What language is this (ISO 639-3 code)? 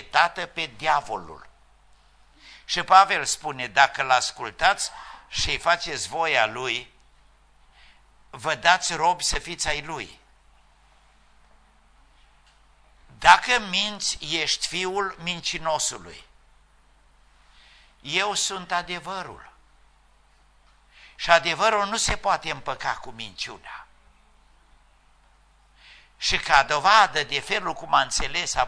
ron